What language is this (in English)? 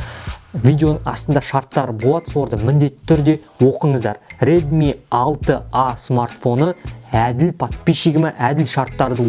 Kazakh